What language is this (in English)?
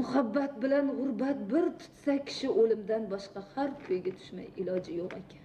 Uzbek